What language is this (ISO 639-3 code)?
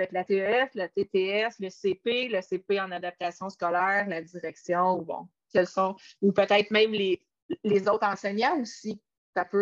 fra